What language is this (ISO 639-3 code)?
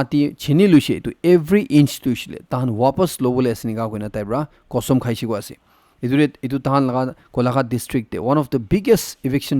nag